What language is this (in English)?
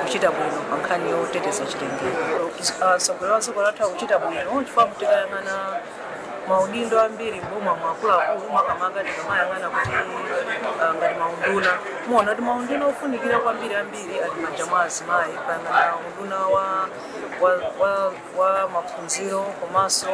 Nyanja